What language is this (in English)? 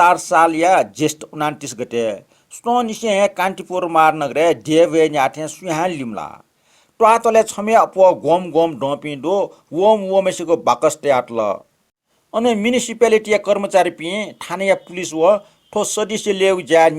Newari